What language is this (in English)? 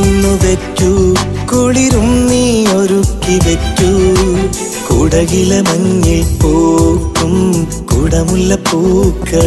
Malayalam